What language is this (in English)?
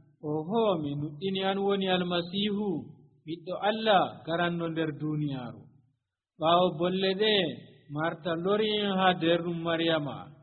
Nigerian Fulfulde